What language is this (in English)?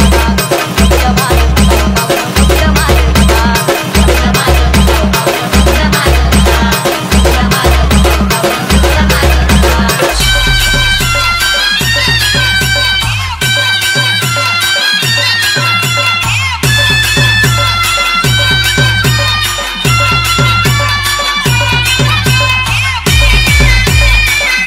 Marathi